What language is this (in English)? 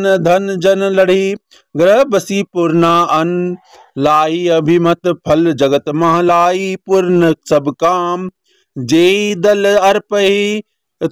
Hindi